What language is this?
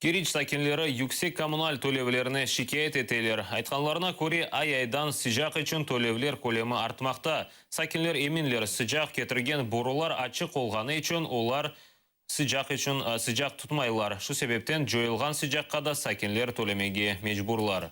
Crimean Tatar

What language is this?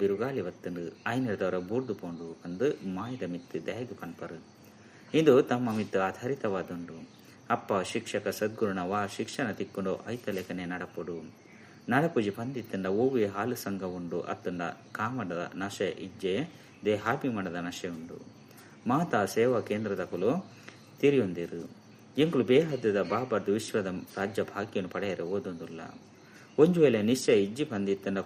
Tulu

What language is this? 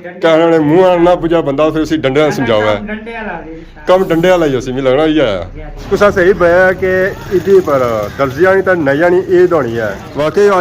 Pahari-Potwari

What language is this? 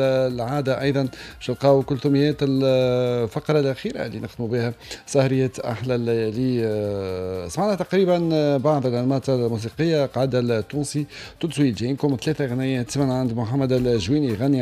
Tunisian Arabic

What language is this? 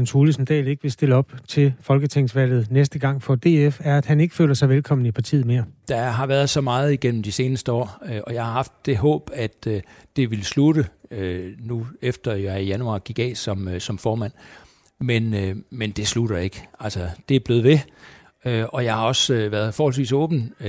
Danish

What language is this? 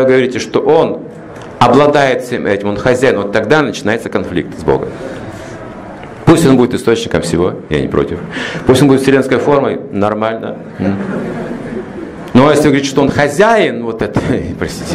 Russian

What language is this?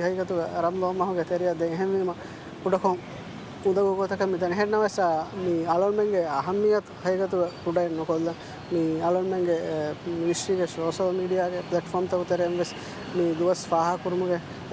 Divehi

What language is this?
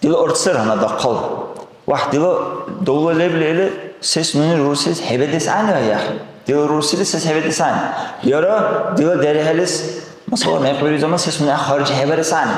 Dargwa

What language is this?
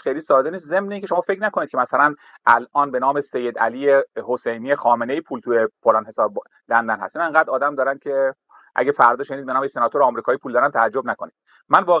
Persian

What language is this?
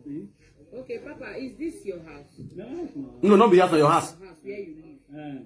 Nigerian Pidgin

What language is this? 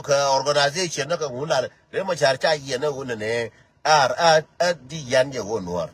Nuer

